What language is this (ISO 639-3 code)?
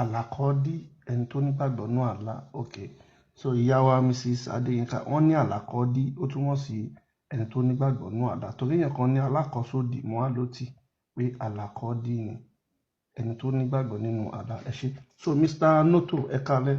yor